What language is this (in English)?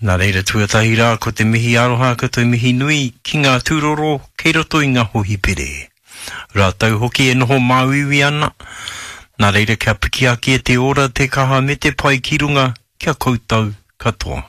Māori